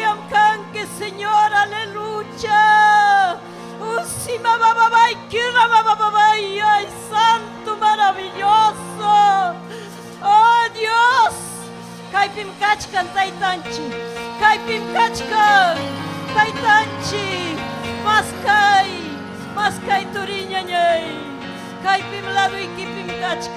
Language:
Ayacucho Quechua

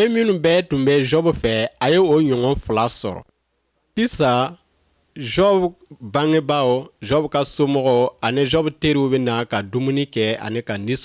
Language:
Bambara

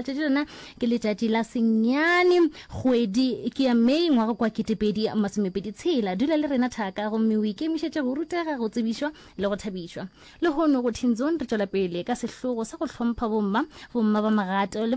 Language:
Northern Sotho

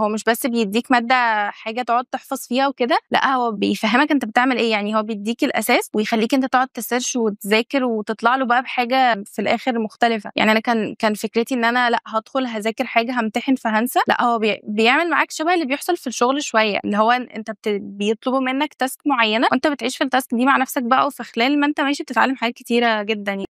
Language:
Egyptian Arabic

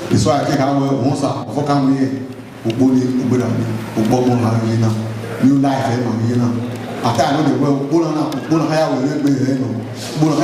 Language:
Bini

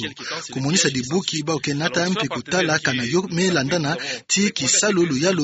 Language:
Kituba (Democratic Republic of Congo)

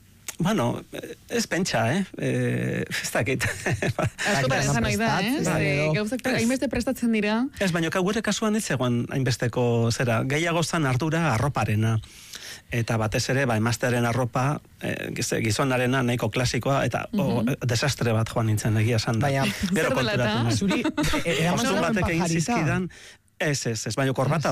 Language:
Basque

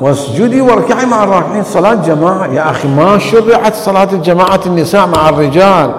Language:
Mesopotamian Arabic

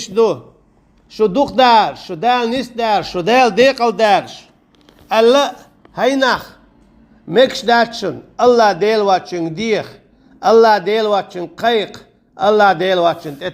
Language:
Chechen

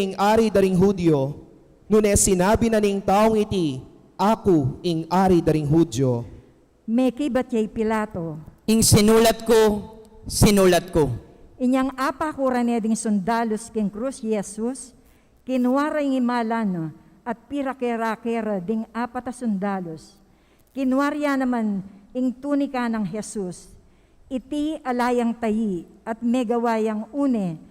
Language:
Pampanga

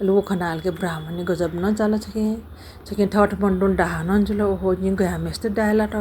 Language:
Newari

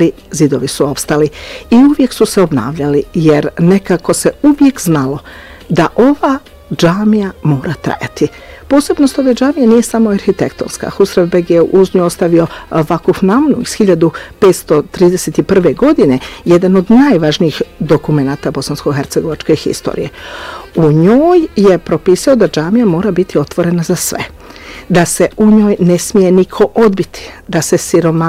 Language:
Bosnian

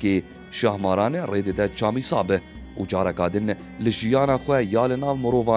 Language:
Kurdish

